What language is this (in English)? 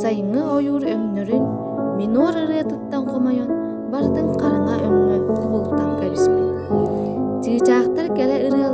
Yakut